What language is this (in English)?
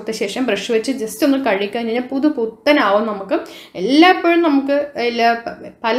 Malayalam